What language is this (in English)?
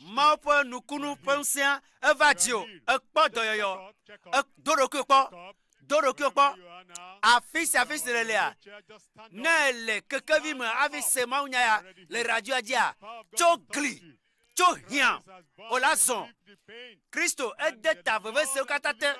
Ewe